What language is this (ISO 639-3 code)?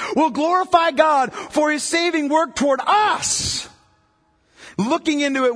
eng